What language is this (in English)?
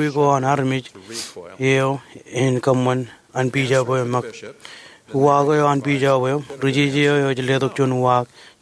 Marshallese